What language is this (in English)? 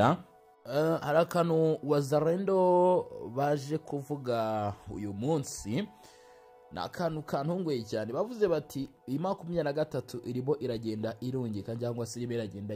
Kinyarwanda